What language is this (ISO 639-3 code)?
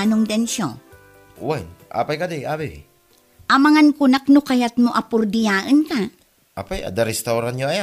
ilo